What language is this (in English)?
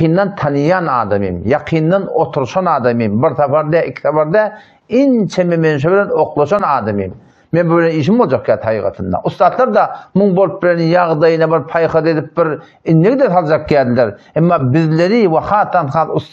Turkmen